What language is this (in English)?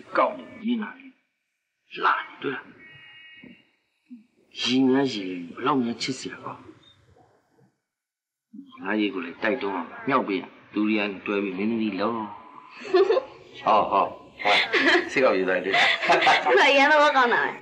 Burmese